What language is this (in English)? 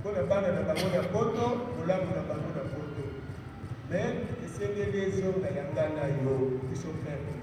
Lingala